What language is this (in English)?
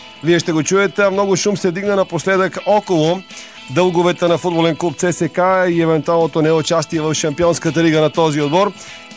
Bulgarian